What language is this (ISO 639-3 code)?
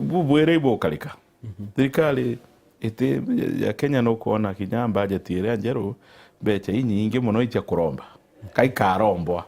mer